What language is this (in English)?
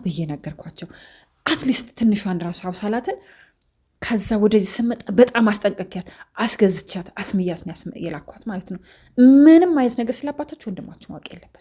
Amharic